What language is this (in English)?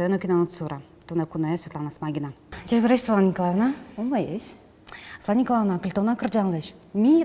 Udmurt